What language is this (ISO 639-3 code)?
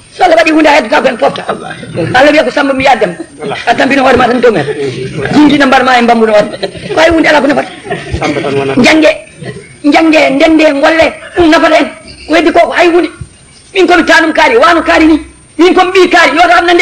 ful